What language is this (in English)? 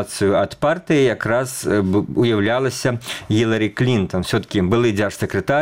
Belarusian